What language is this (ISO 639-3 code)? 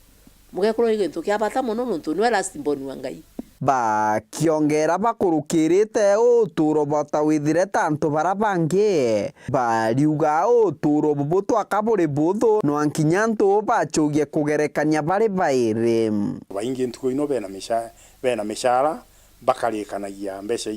mer